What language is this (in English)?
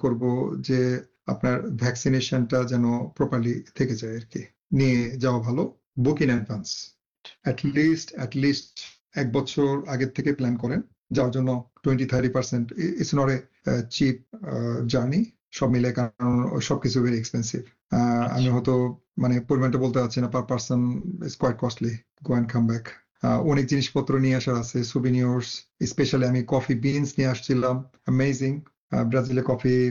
Bangla